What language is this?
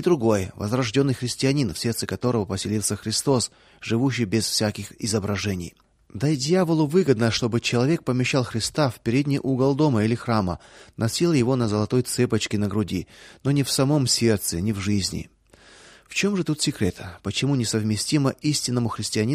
Russian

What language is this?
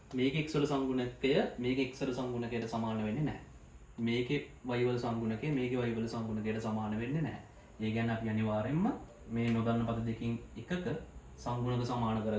Sinhala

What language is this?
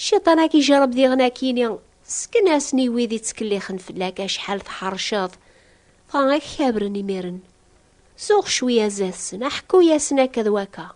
Kabyle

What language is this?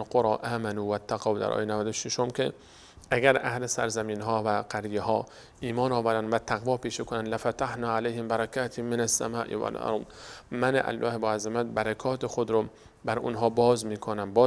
Persian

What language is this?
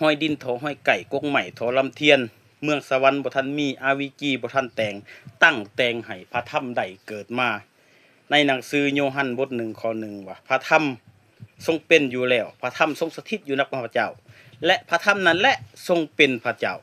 Lao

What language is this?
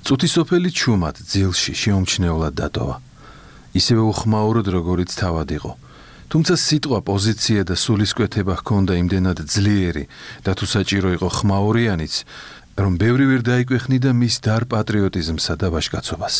Georgian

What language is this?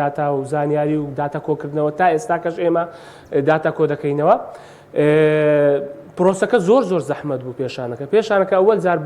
Central Kurdish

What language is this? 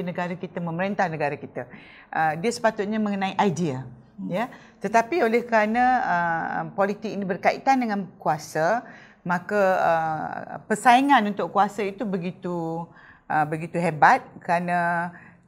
Malay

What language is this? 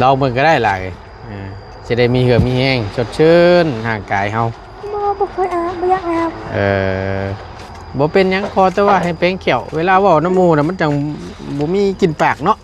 Northeastern Thai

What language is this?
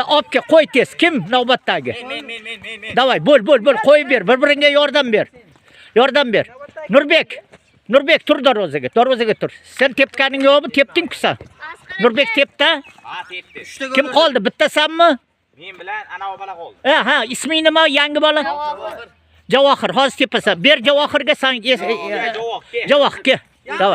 Uzbek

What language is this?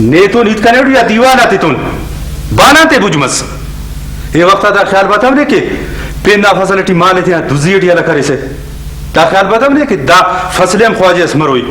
Brahui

